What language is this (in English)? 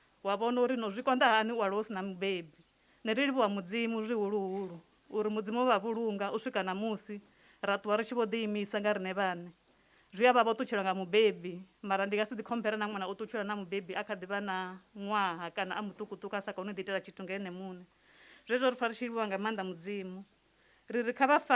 Venda